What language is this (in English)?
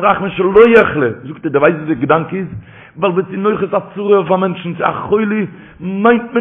Yiddish